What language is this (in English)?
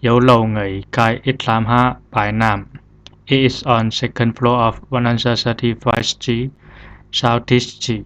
Zhuang